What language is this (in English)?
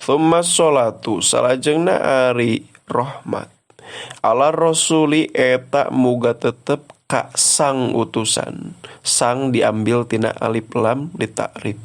Sundanese